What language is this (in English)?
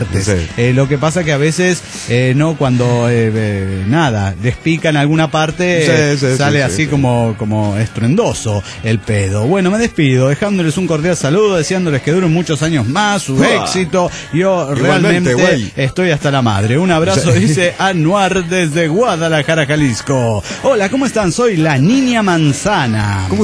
Spanish